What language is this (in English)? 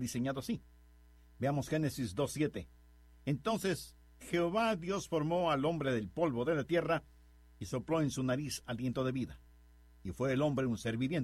Spanish